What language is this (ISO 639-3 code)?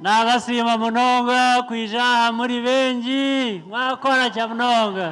kin